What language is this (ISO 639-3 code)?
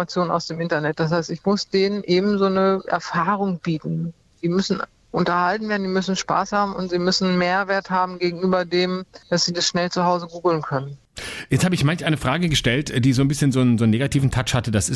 deu